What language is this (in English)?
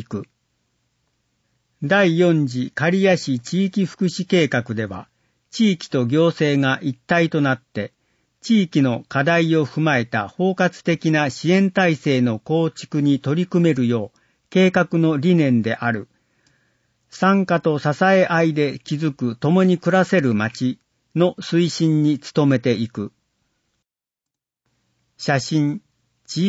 Japanese